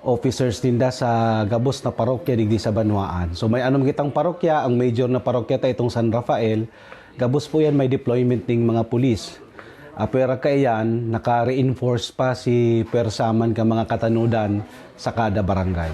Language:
Bikol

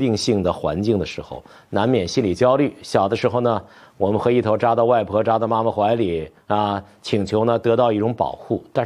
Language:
Chinese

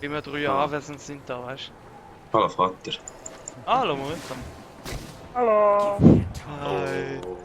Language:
Swiss German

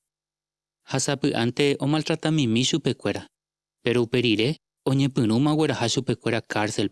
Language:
Guarani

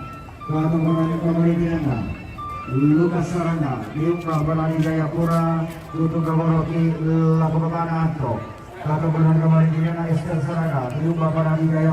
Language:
Toraja-Sa'dan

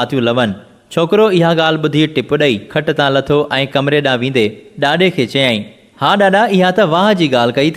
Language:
Sindhi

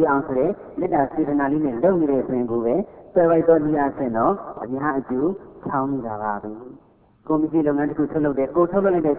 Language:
Burmese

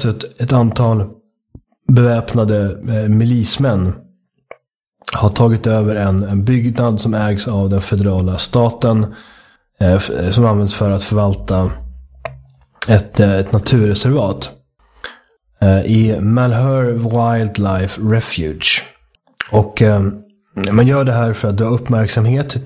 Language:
Swedish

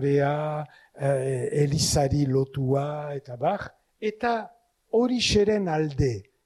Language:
Basque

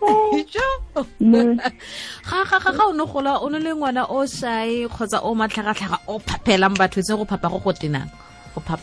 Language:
Tswana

